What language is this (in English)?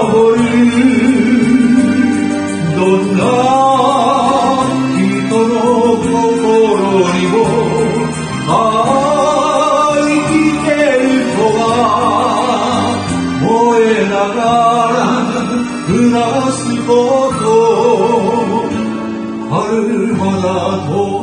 Japanese